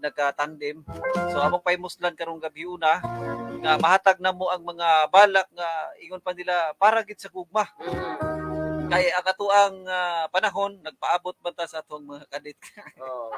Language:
Cebuano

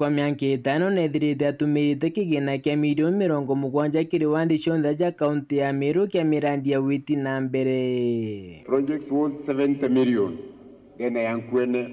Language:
Meru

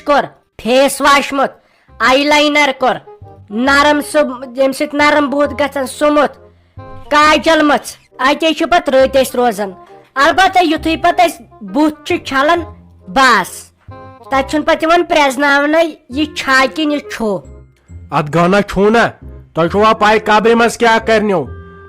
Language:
Kashmiri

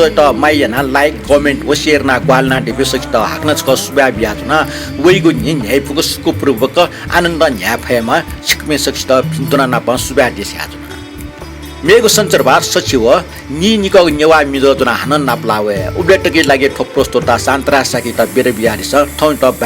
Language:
Newari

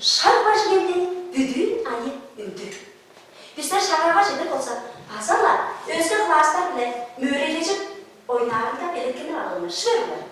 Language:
Tuvinian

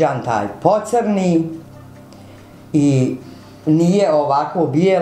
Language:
Bosnian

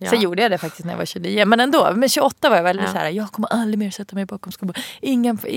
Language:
Swedish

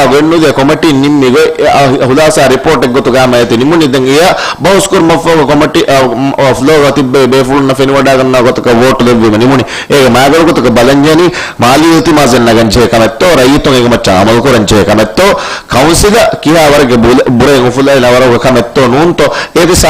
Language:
Divehi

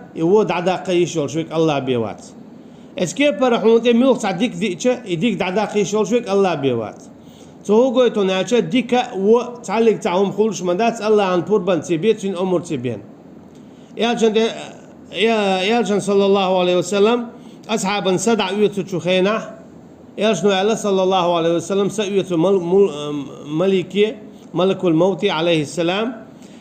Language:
Chechen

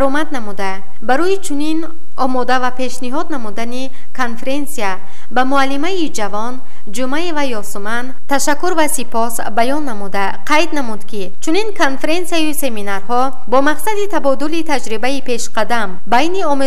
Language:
Tajik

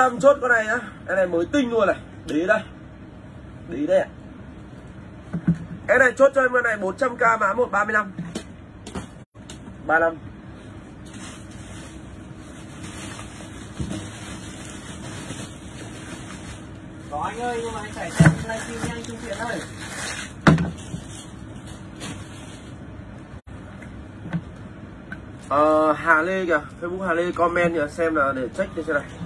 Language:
Vietnamese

